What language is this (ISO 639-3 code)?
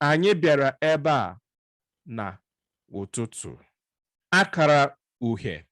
ibo